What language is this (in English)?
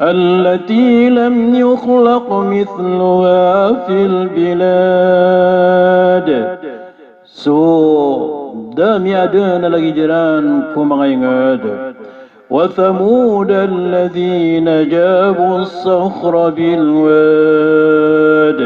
Maranao